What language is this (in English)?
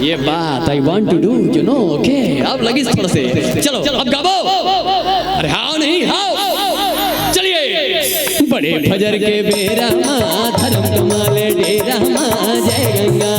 Chhattisgarhi